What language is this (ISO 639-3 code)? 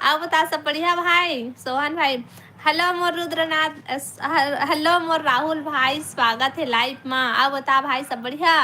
hne